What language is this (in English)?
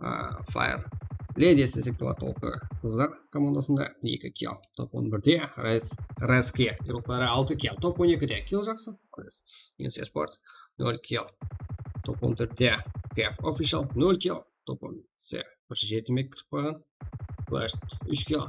Kara-Kalpak